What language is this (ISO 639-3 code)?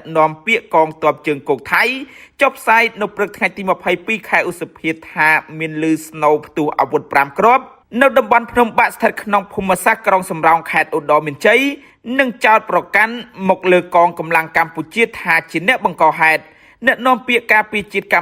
khm